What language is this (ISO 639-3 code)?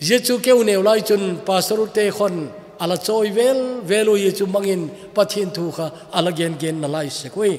tcz